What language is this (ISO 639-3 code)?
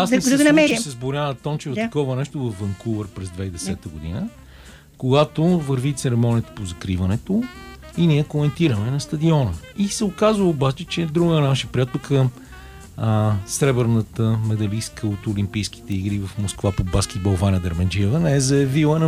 bul